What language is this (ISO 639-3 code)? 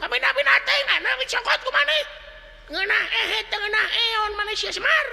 sun